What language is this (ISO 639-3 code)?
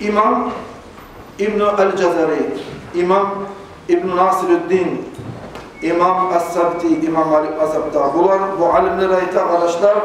kum